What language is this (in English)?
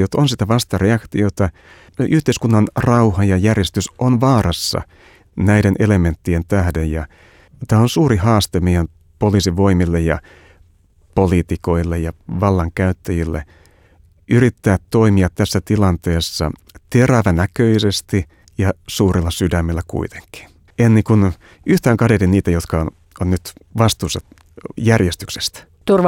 Finnish